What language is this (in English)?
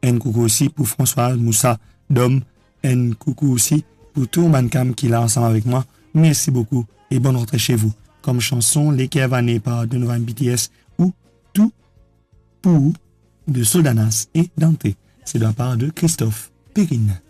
Morisyen